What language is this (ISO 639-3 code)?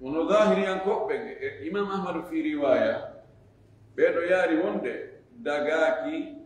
ful